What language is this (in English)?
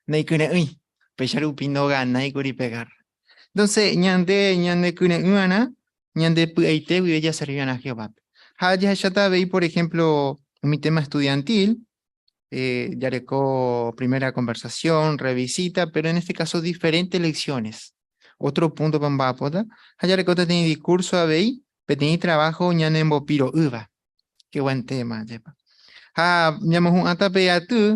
Guarani